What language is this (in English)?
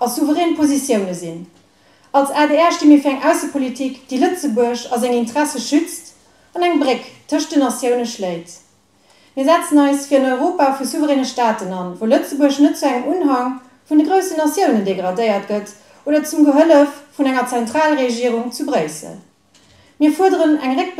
Luxembourgish